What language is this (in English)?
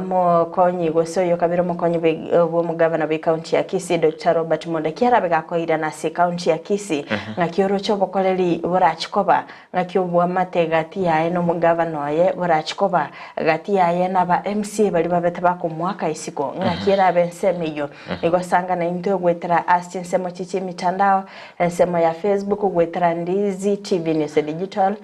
Gusii